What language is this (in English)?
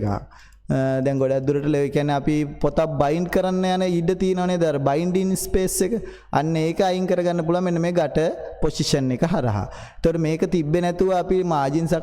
Sinhala